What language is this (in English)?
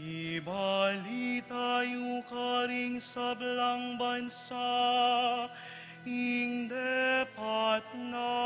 Pampanga